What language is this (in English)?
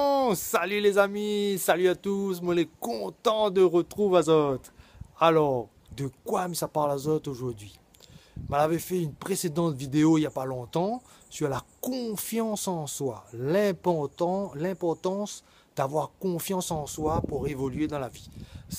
Réunion Creole French